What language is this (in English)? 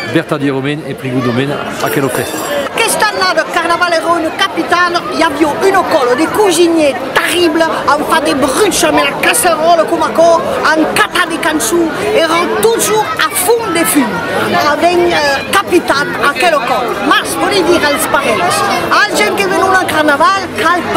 Occitan